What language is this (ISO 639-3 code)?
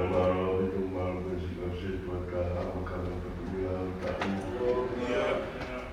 ton